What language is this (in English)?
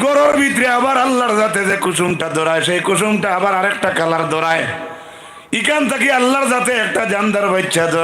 Sylheti